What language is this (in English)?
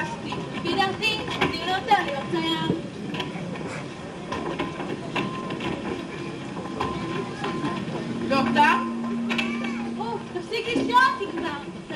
Hebrew